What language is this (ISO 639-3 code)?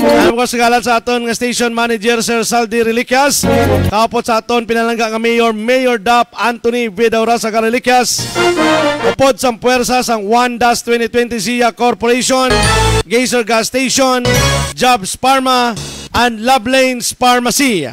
hil